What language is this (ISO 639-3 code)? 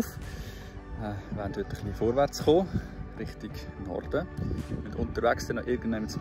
gsw